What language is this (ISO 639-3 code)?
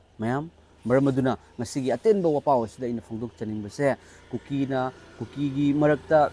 mni